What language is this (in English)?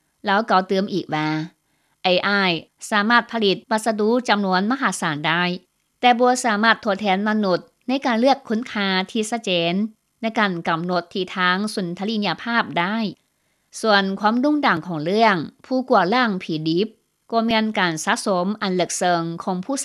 Lao